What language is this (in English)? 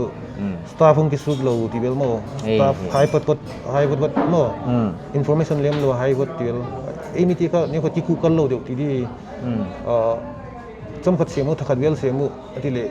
Paite Chin